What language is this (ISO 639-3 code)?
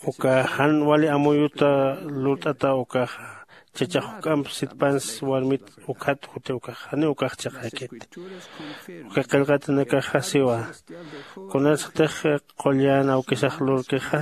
aym